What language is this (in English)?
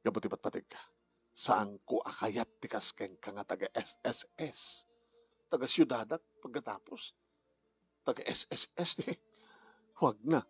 Iloko